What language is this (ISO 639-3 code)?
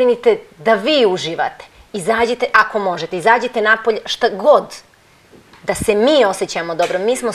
srp